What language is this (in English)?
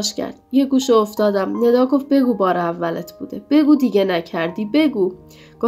Persian